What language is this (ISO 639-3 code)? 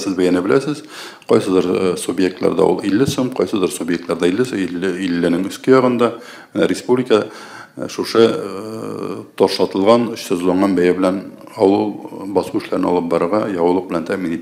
tat